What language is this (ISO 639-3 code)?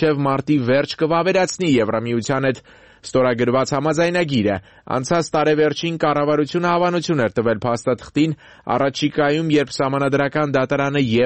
hye